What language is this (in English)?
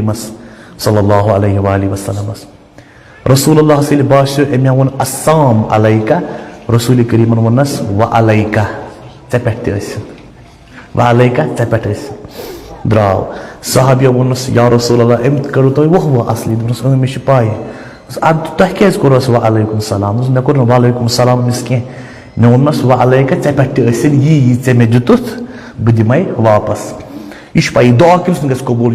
Kashmiri